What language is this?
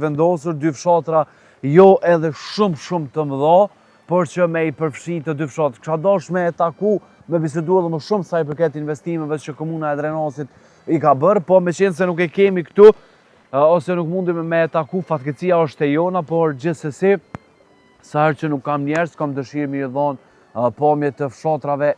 Albanian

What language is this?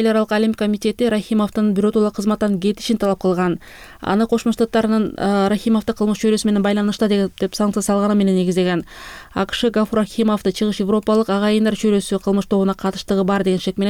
Kyrgyz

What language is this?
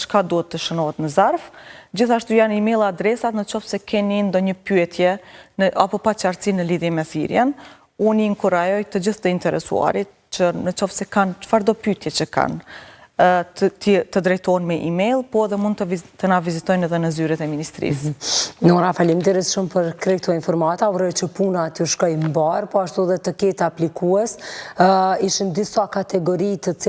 Albanian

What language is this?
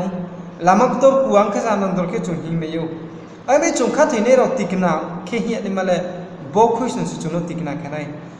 Riang (India)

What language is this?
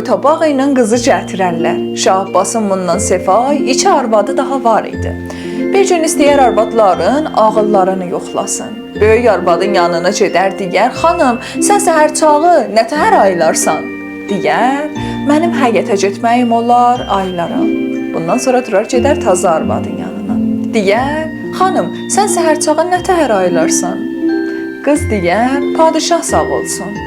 South Azerbaijani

